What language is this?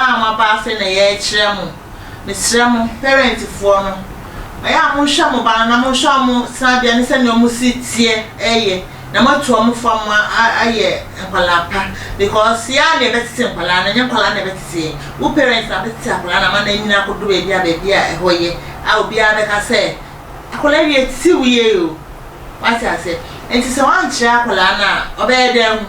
Akan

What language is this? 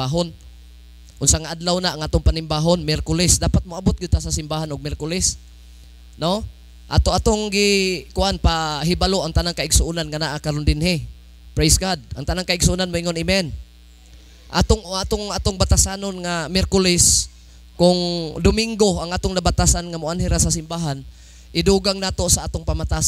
Cebuano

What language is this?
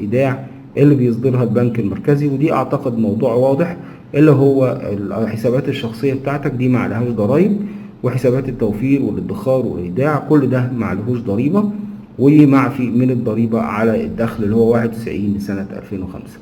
Egyptian Arabic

